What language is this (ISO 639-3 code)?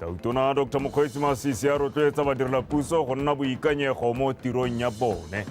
tsn